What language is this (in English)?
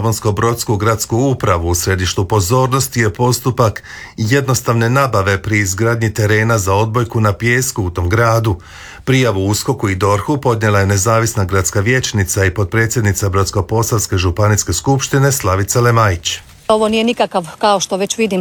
Croatian